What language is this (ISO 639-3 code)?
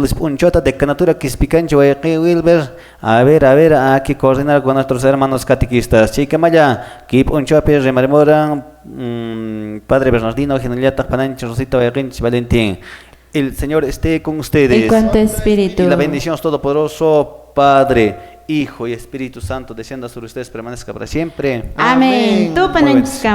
que